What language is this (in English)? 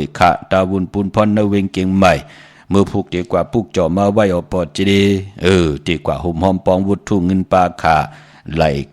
Shan